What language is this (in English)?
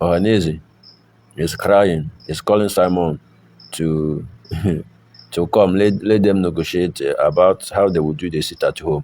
Nigerian Pidgin